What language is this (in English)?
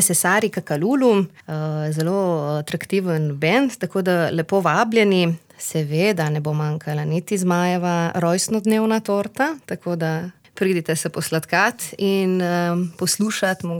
Slovenian